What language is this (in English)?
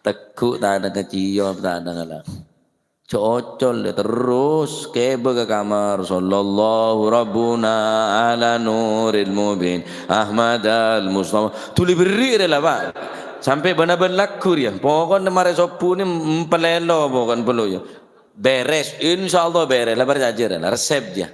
Madurese